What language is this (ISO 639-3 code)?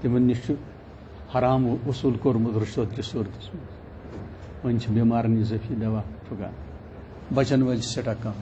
kas